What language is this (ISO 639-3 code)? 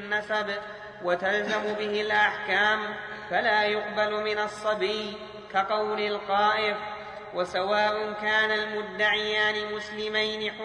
ara